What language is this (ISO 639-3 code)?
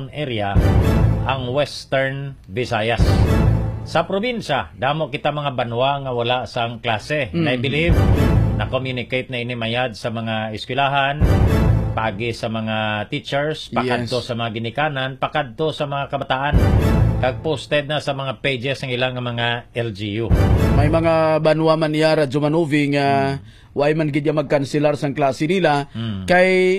hil